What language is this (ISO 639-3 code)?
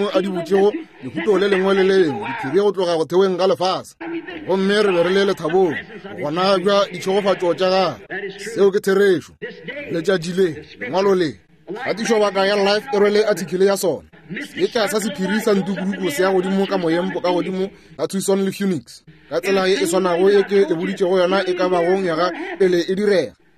nso